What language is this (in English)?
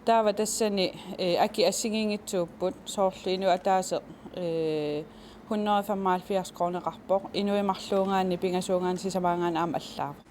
Kalaallisut